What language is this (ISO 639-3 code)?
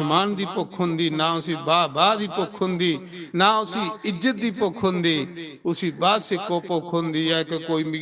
doi